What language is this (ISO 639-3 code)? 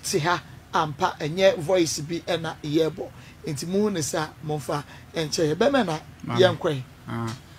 aka